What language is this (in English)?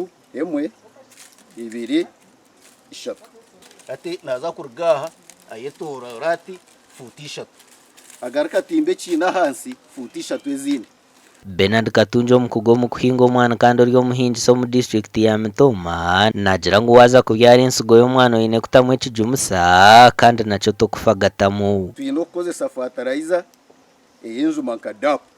Nyankole